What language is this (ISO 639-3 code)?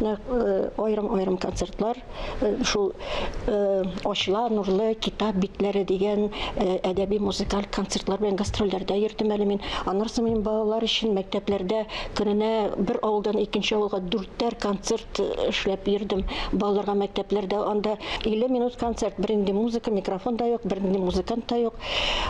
tat